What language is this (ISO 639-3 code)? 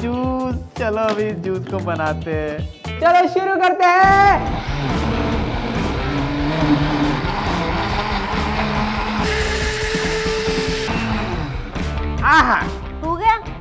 hin